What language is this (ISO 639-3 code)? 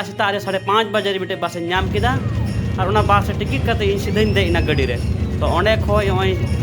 sat